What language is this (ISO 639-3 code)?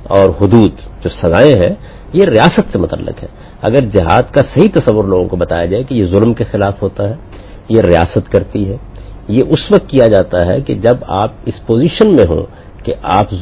urd